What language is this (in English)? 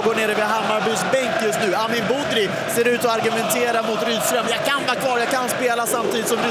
Swedish